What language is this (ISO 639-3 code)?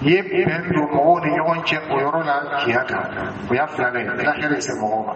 dyu